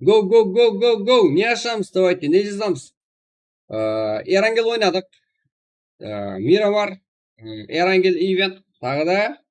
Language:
Kara-Kalpak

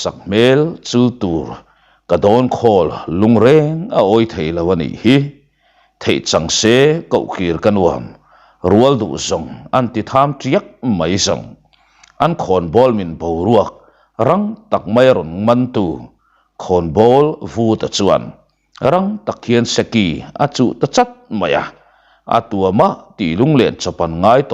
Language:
Mizo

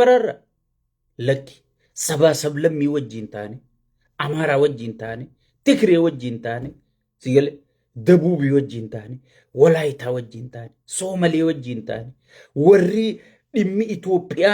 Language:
Oromo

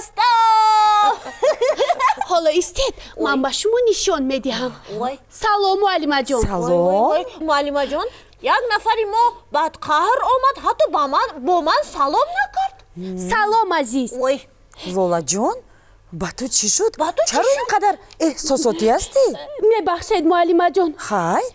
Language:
Tajik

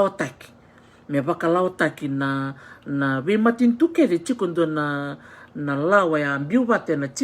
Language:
Fijian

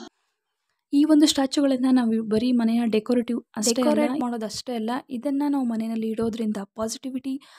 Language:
Kannada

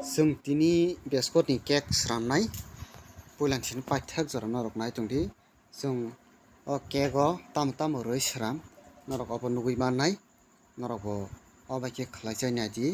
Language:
Kok Borok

